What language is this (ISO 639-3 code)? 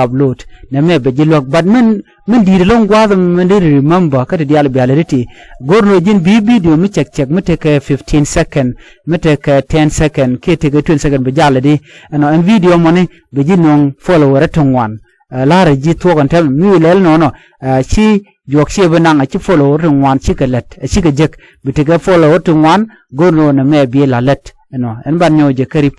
nus